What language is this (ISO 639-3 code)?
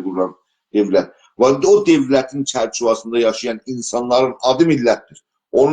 azb